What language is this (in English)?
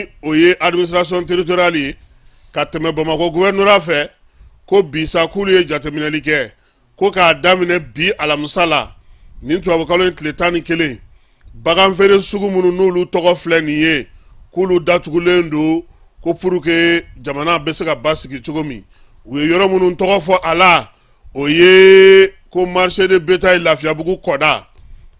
Bambara